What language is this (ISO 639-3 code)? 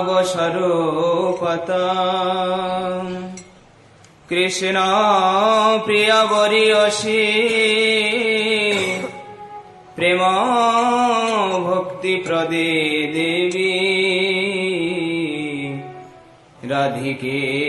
ben